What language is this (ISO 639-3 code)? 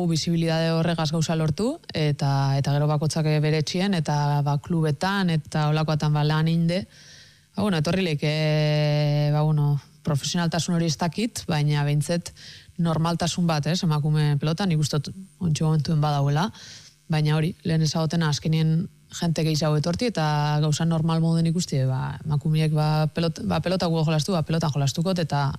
eus